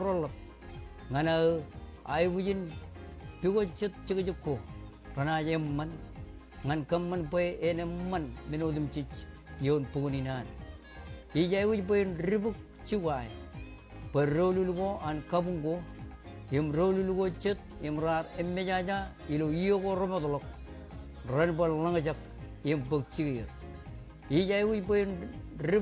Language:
Marshallese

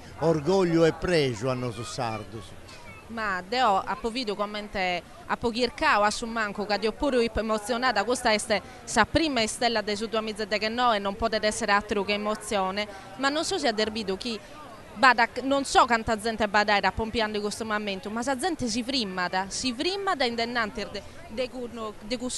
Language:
Sardinian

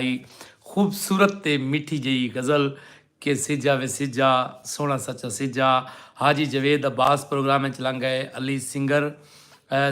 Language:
Saraiki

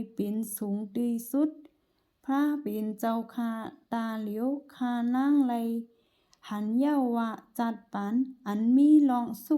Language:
Shan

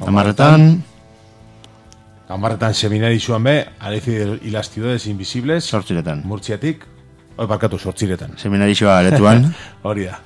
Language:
Basque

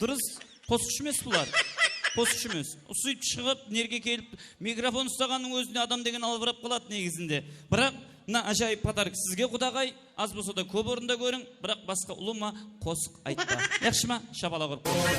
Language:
Kara-Kalpak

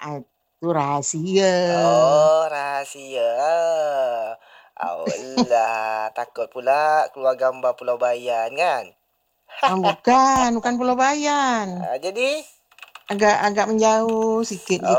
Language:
Malay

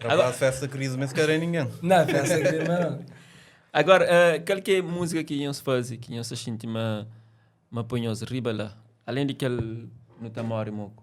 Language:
Kabuverdianu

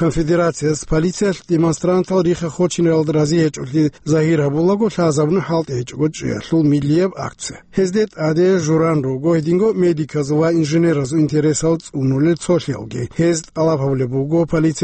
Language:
Avaric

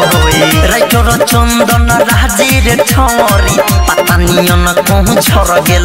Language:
Bhojpuri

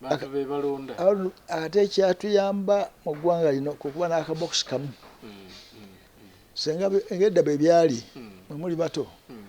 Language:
Ganda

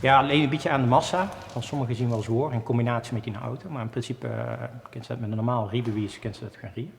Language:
Limburgish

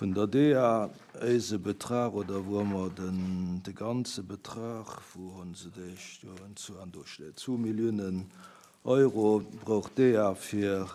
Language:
Luxembourgish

